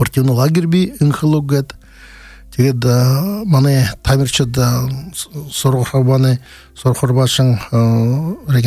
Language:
Buriat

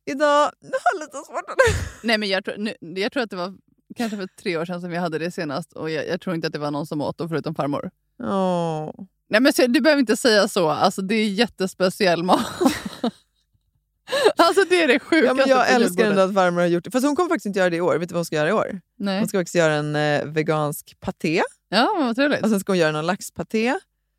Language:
Swedish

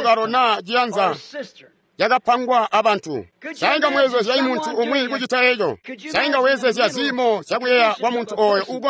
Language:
Tonga (Zambia)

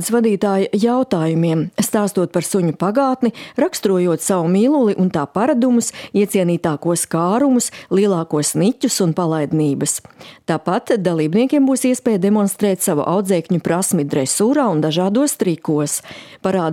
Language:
Latvian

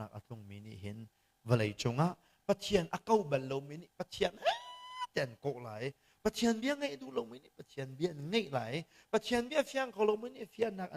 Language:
Hakha Chin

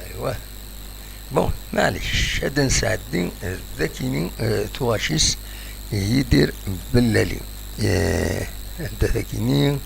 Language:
Kabyle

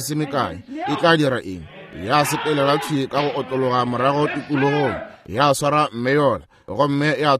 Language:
Northern Sotho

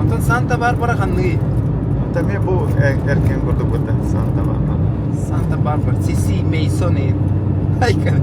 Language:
Yakut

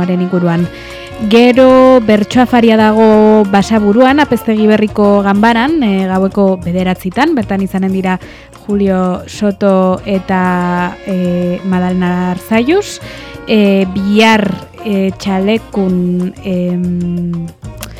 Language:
Basque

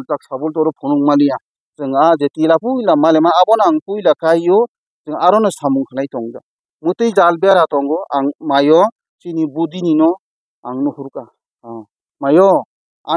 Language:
Kok Borok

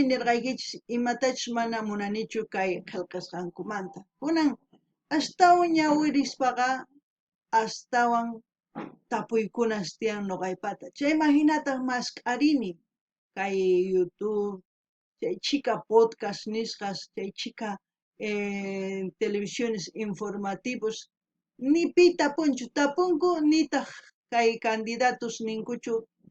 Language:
South Bolivian Quechua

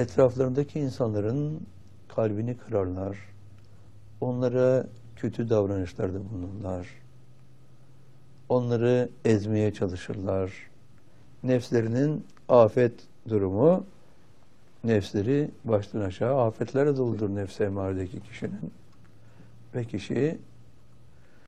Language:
Turkish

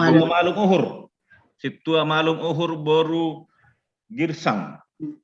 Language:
Batak Simalungun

